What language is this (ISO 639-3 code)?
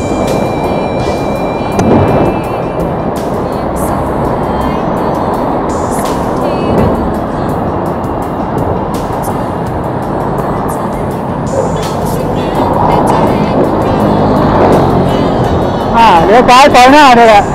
tha